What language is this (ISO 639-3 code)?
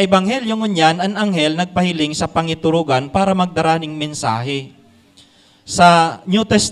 bik